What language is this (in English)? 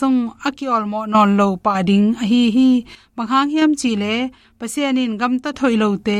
Tedim Chin